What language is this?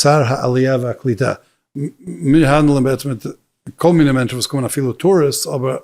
Yiddish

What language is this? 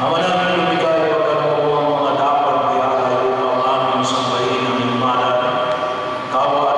Filipino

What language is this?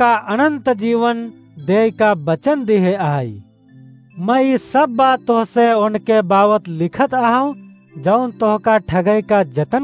Awadhi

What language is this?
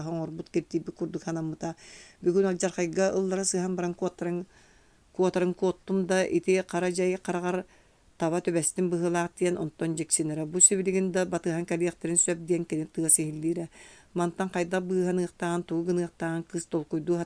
Yakut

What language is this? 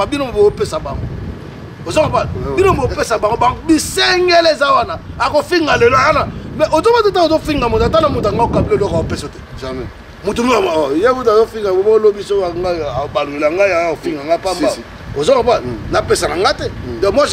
Lingala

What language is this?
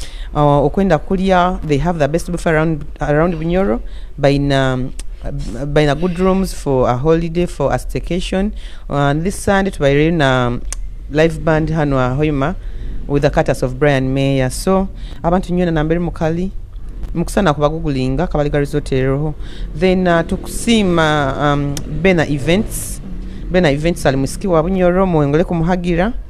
Nyoro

